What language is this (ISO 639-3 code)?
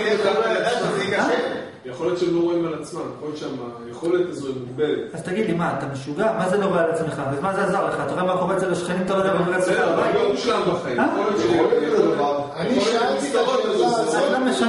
heb